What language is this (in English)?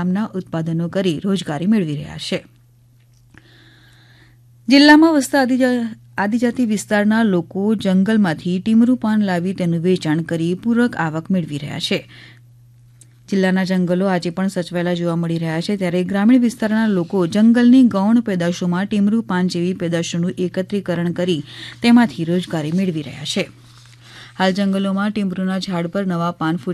Gujarati